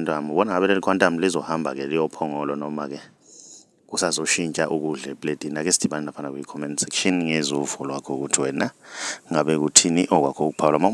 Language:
Zulu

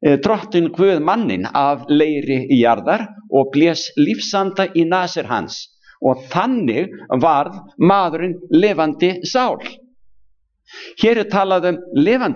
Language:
Icelandic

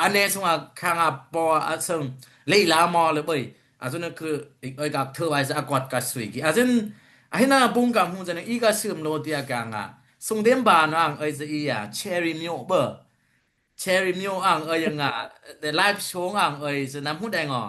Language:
Dimasa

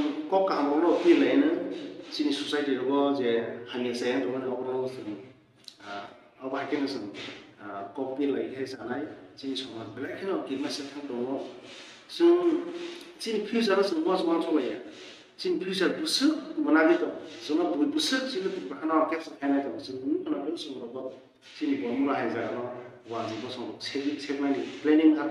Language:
Kok Borok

